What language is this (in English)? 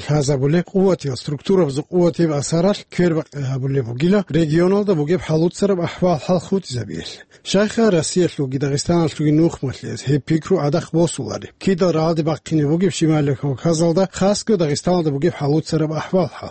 Avaric